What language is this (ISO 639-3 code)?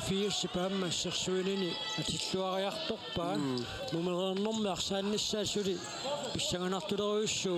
kal